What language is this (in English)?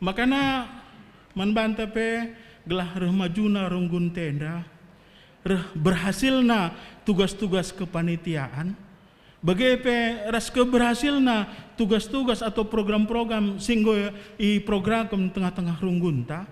Batak Karo